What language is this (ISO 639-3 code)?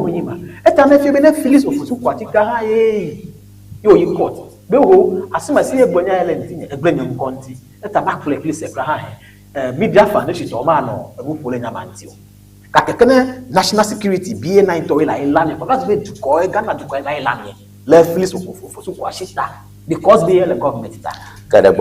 ewe